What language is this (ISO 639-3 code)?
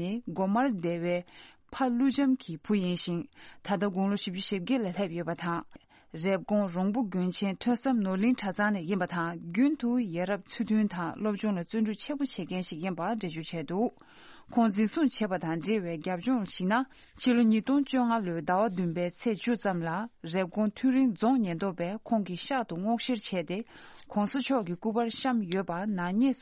bod